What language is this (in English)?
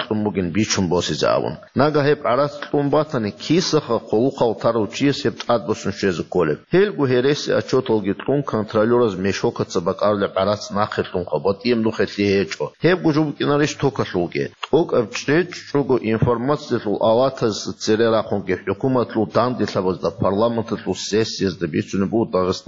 Avaric